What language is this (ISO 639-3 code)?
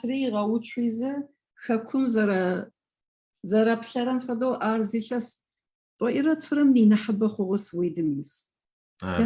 ady